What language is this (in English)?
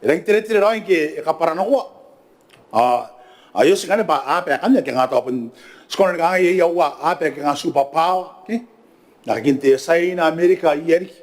Gilbertese